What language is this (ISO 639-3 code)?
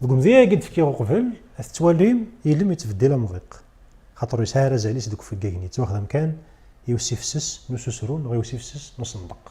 kab